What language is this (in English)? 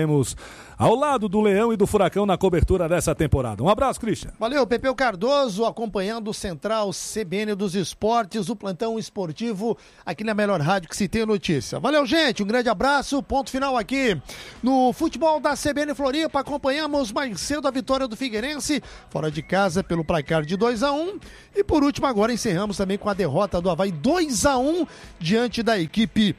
Portuguese